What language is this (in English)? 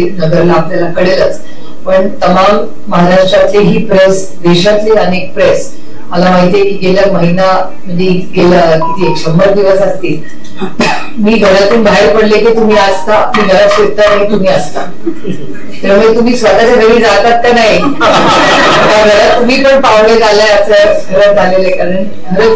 Marathi